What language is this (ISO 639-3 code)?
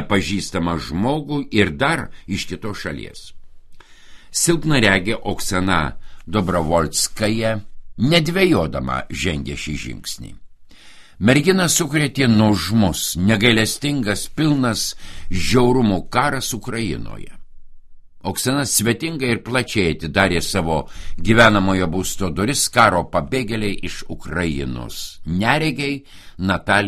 lit